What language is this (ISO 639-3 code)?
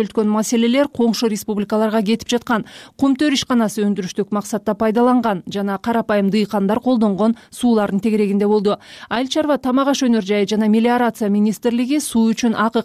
kir